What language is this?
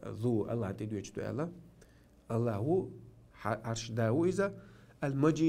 Chechen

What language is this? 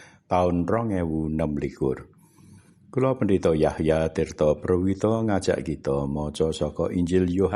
Javanese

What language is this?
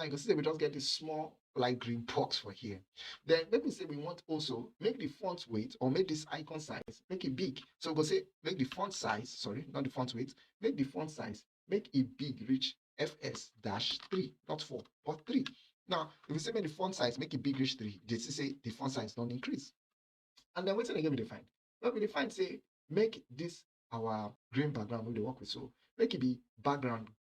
Nigerian Pidgin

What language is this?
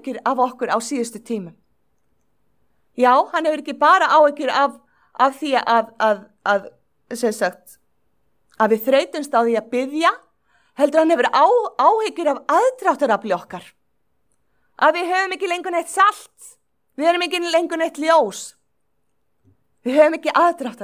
Icelandic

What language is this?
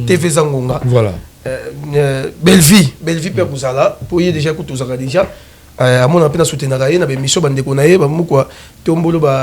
Lingala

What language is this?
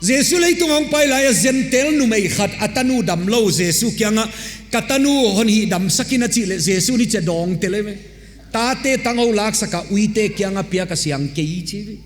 Paite Chin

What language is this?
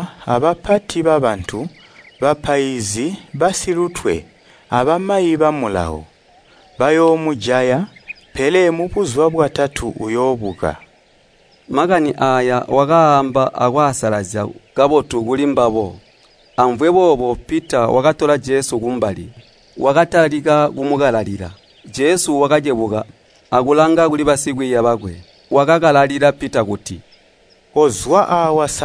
Tonga (Zambia)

